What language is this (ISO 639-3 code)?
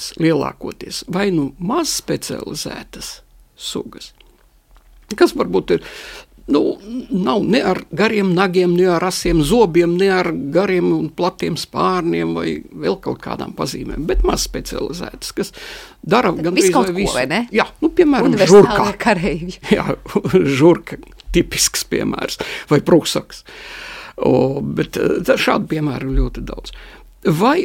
lav